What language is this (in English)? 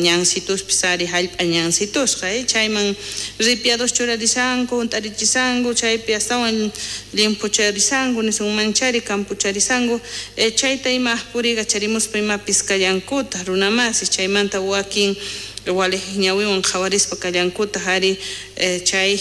South Bolivian Quechua